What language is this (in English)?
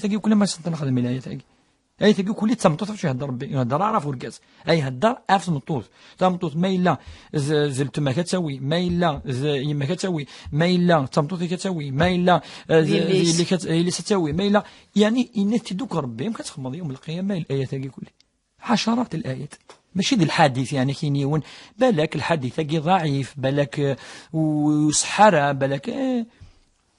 Kabyle